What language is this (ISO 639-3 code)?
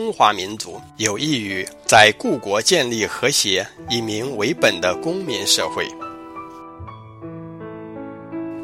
zho